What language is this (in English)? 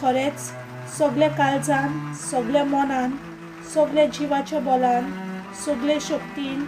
Konkani